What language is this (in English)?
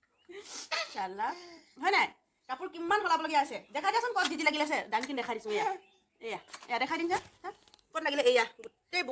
Assamese